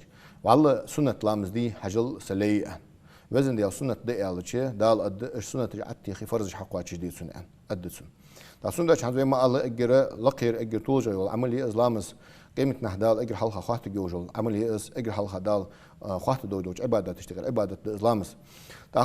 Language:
Ingush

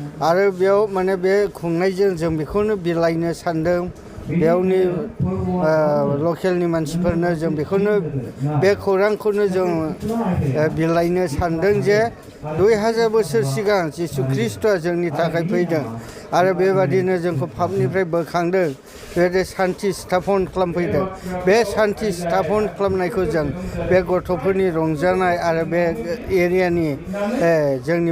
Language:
Bodo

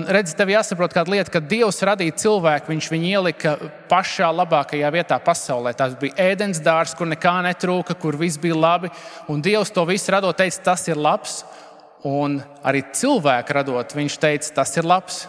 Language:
Latvian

